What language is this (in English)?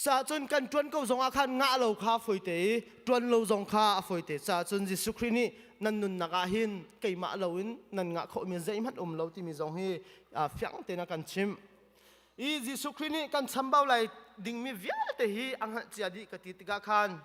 Hakha Chin